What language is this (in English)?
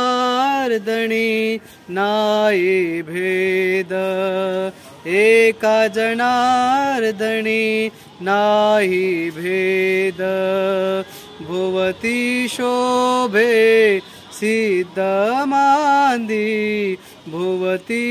Marathi